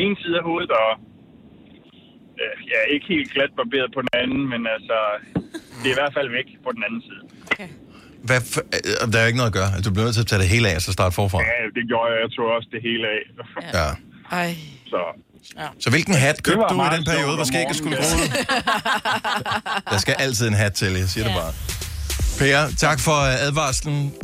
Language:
Danish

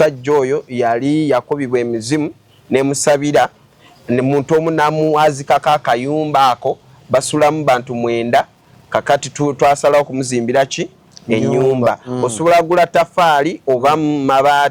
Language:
Ganda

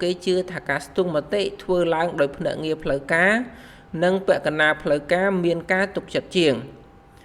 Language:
Khmer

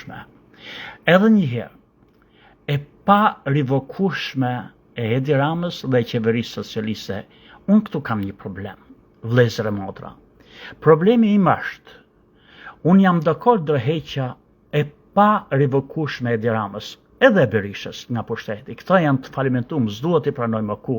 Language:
Albanian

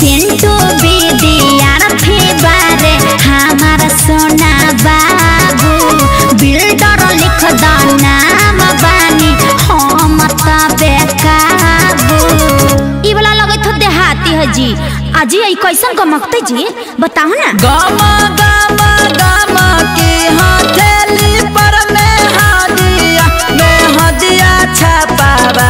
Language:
Bhojpuri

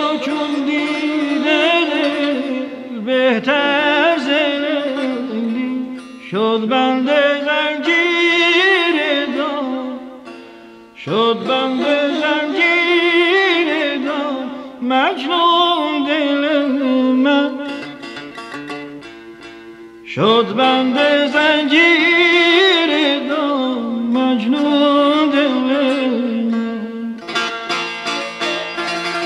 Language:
Persian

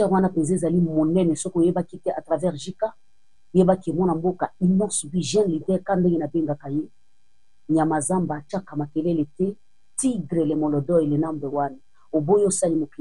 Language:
Lingala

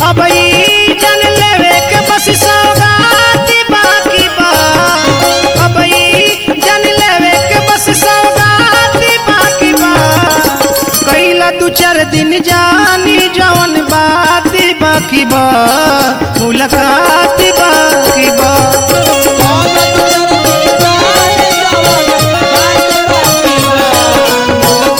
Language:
Bhojpuri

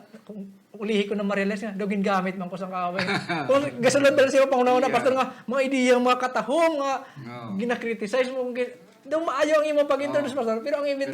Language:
Hiligaynon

